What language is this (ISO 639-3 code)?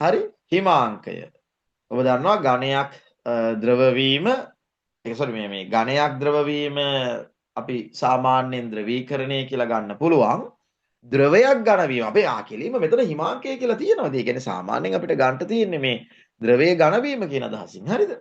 sin